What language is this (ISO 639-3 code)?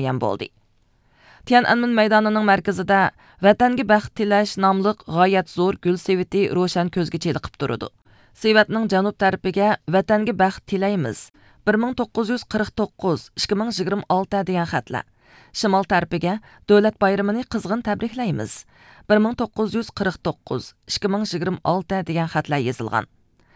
uig